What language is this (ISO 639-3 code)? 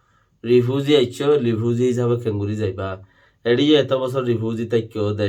rhg